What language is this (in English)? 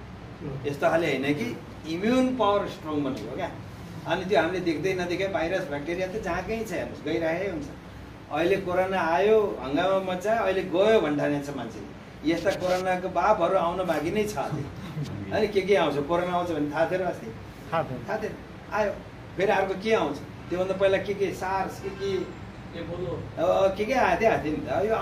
Nepali